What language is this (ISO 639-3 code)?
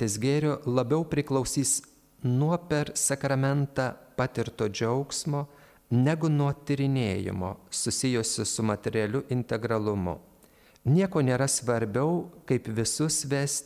lit